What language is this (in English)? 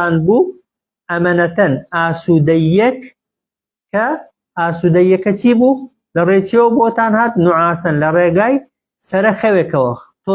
Central Kurdish